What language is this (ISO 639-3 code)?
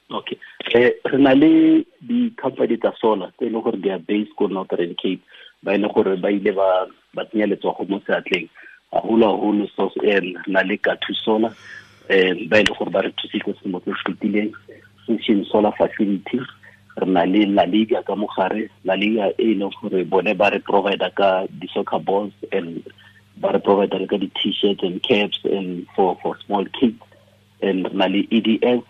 tsn